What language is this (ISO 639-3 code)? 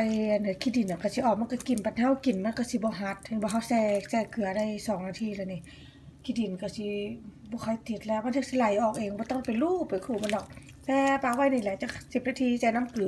lao